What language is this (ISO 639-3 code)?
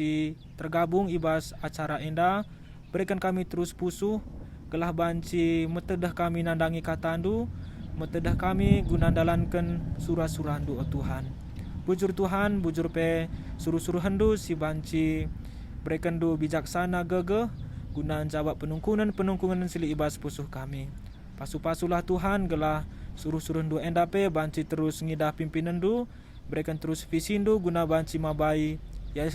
btx